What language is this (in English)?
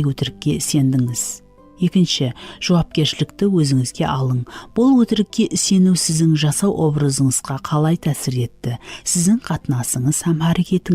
Kara-Kalpak